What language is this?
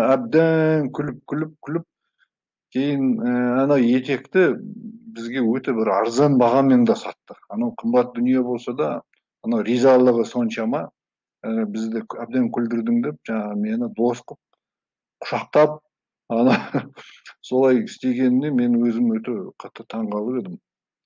Kazakh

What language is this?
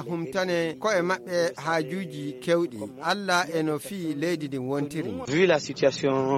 Fula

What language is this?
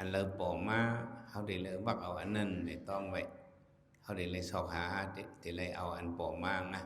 Shan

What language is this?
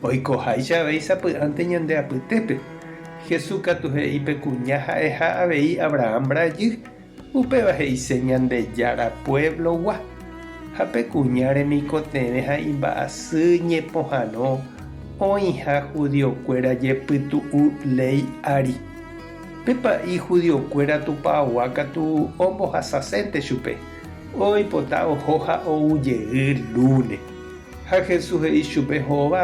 Guarani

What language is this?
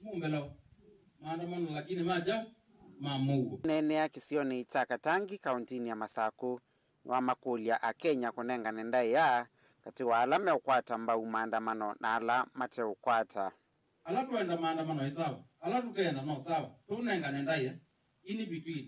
Kamba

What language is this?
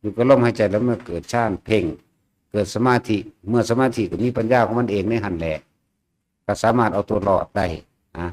Northeastern Thai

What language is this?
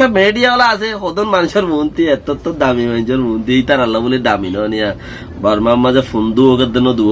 Rohingya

